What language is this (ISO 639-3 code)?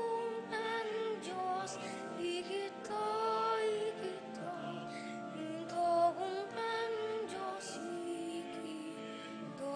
pam